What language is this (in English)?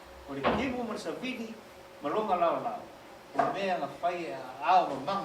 Samoan